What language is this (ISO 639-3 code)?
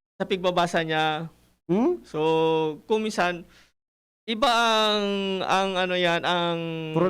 bik